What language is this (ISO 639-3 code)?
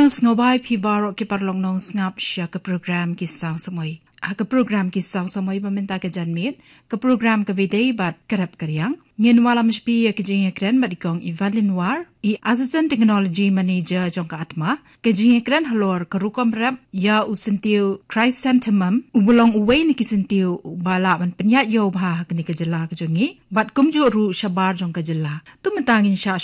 kha